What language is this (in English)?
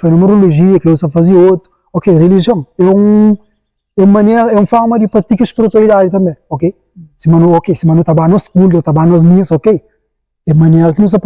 Kabuverdianu